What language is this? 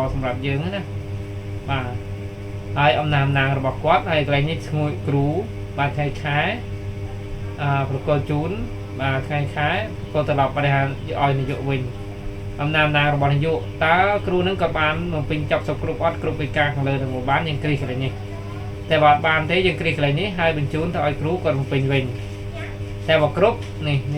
Khmer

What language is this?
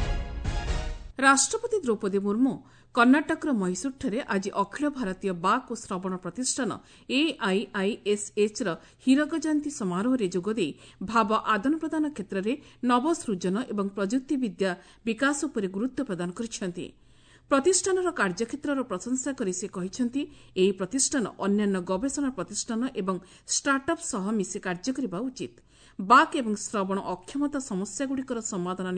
Odia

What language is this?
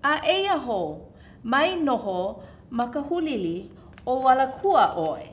Hawaiian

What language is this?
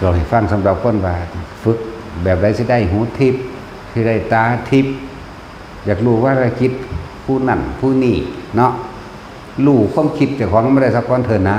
Northeastern Thai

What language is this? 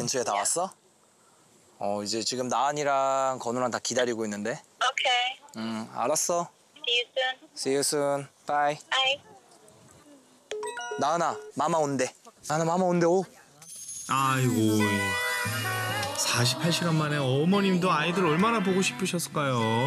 Korean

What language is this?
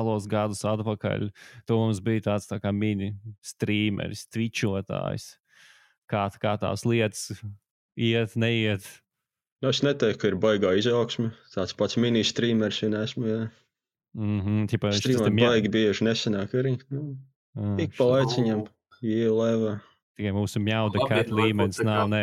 Latvian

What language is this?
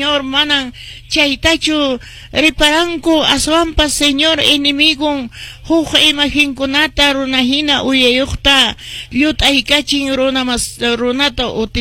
Quechua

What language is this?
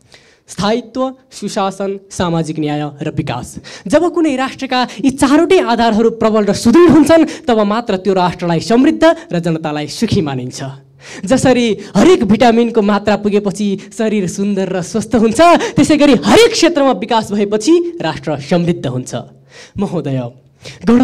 Nepali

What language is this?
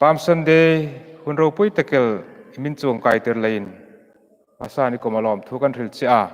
Hmar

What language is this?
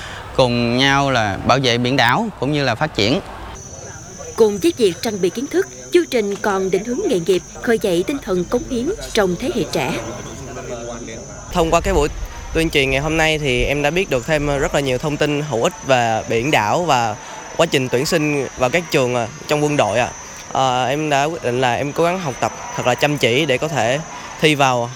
Vietnamese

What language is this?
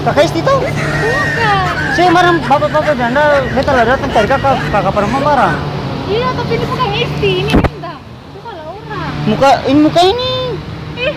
Ambonese Malay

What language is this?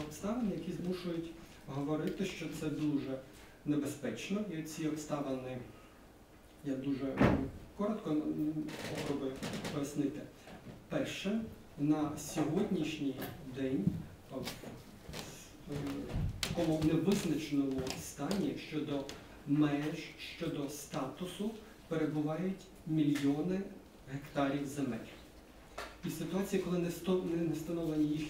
Ukrainian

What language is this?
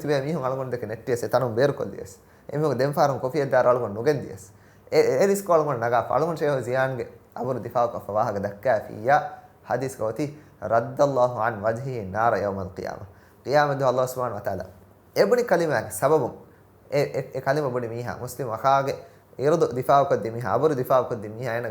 Divehi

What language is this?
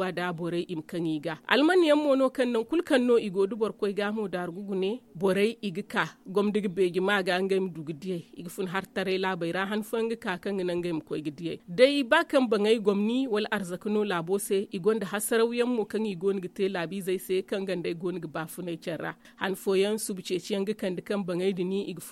Zarma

